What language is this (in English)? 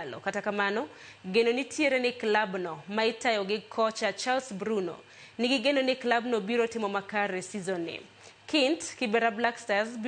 Luo (Kenya and Tanzania)